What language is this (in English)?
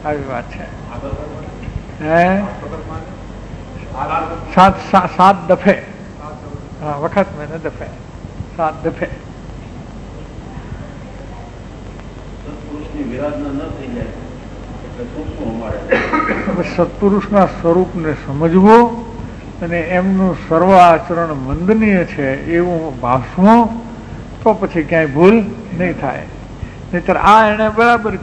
Gujarati